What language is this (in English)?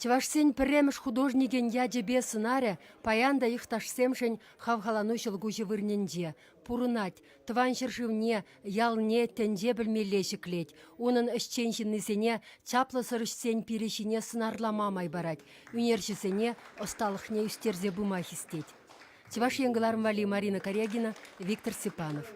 Chuvash